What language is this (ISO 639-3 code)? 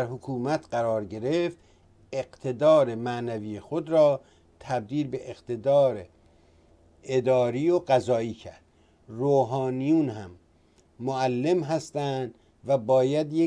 fas